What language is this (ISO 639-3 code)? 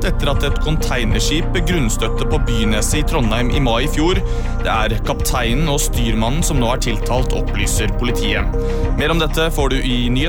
nor